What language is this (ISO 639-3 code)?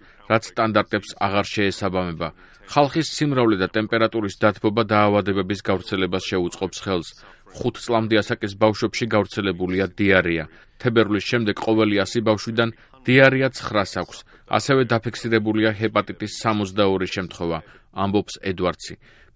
kat